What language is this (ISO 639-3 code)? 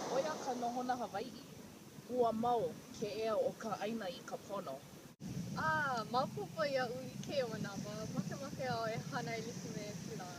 haw